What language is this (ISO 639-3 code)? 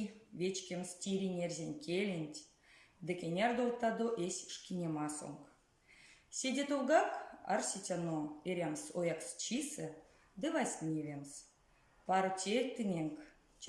myv